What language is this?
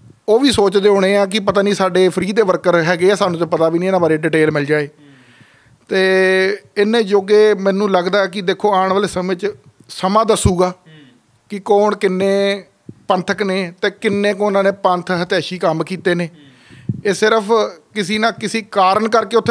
Punjabi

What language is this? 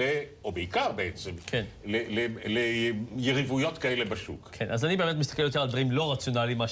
Hebrew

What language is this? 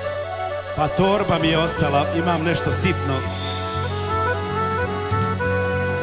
Croatian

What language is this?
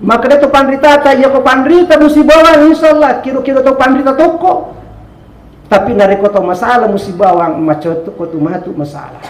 Buginese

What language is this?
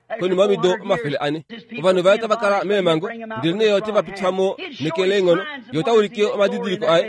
Kuanyama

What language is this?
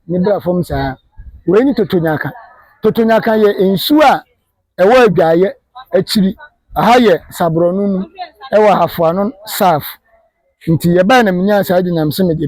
Akan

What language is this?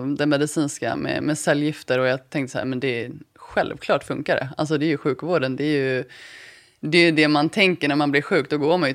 Swedish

